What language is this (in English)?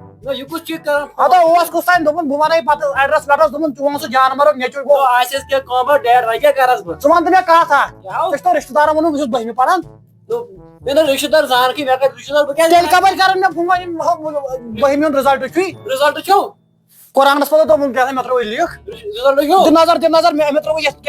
Kashmiri